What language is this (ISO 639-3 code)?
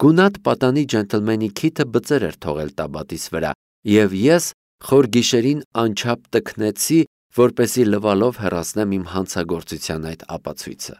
hye